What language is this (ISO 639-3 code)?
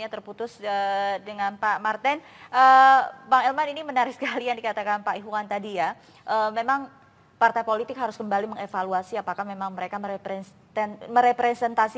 ind